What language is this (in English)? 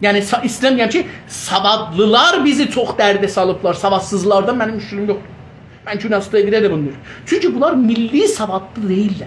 South Azerbaijani